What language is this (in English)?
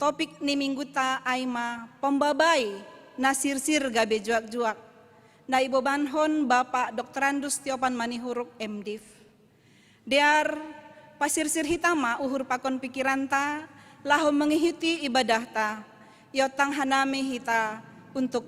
Batak Simalungun